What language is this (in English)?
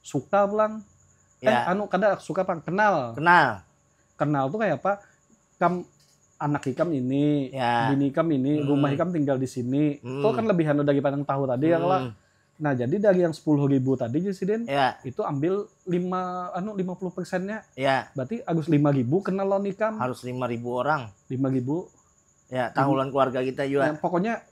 Banjar